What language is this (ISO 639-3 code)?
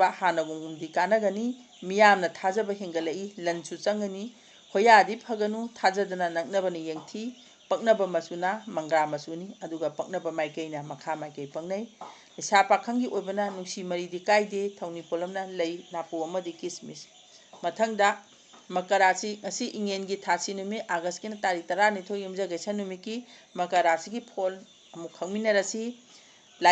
mni